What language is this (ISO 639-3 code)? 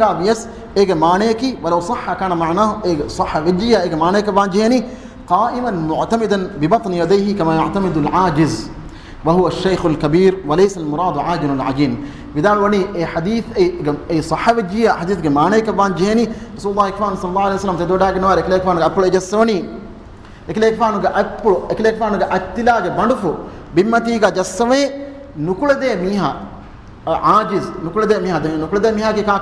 div